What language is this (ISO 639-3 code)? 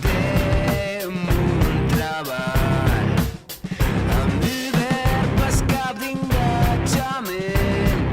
oci